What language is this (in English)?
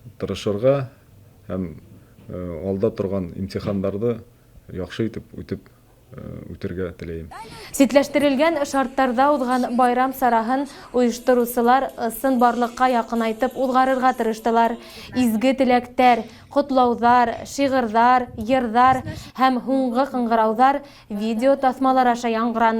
Bashkir